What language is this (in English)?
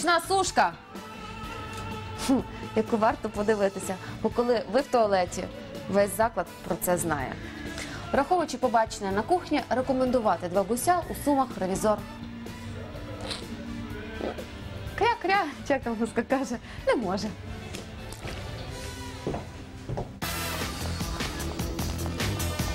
Ukrainian